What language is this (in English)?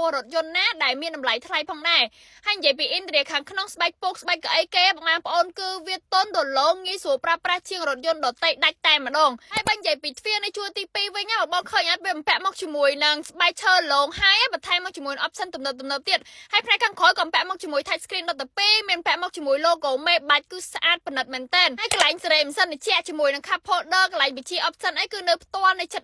Khmer